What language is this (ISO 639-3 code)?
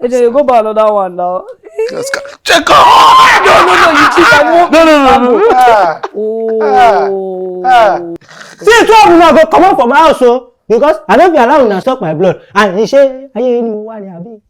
pcm